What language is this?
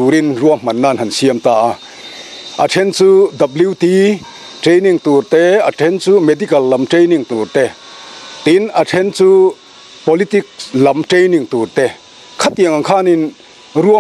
Mizo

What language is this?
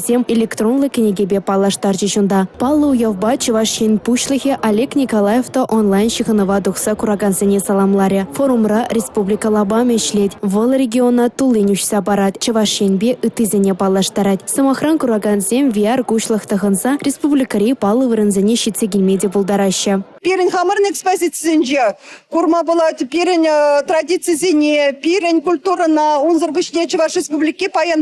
Chuvash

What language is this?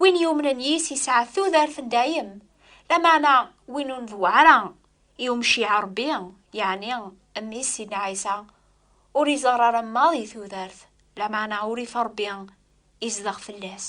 Kabyle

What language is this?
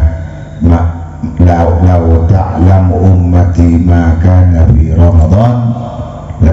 Madurese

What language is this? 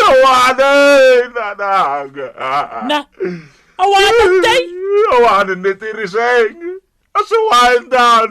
Iloko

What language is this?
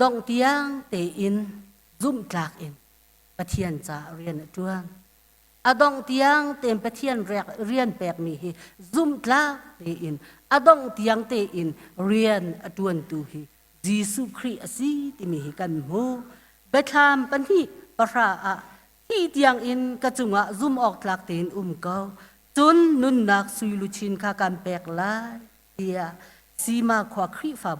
Hakha Chin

